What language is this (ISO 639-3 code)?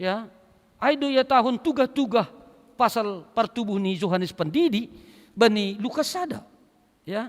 bts